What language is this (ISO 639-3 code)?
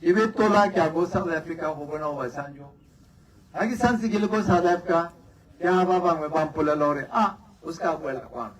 tsn